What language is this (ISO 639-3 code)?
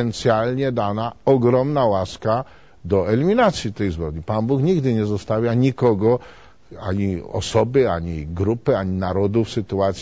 pol